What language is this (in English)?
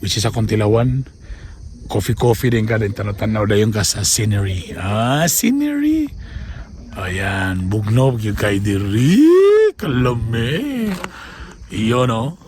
Cebuano